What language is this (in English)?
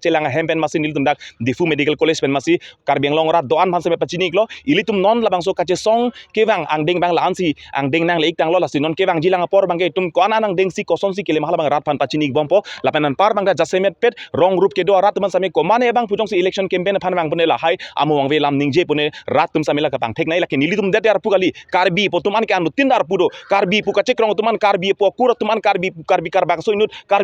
Karbi